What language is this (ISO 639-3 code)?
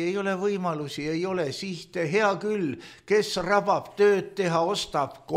est